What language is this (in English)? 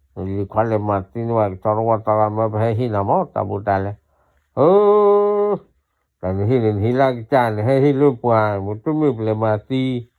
S'gaw Karen